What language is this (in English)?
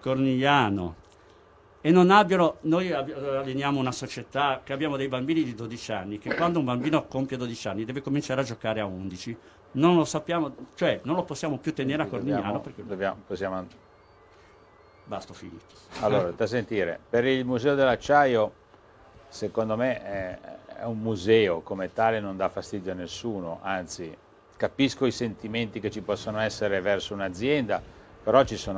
Italian